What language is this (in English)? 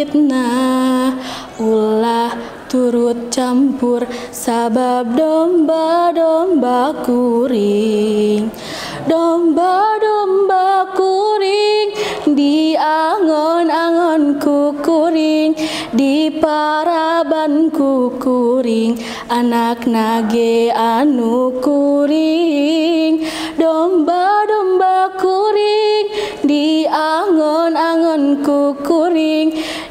Sundanese